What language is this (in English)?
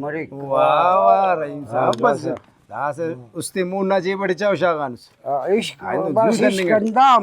Brahui